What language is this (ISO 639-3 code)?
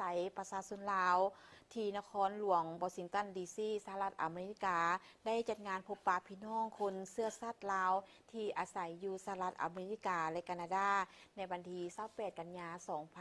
lao